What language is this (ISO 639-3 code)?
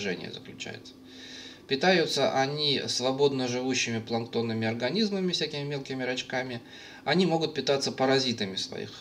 rus